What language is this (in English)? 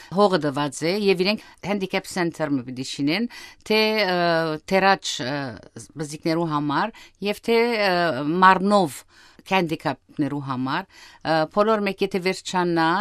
Western Armenian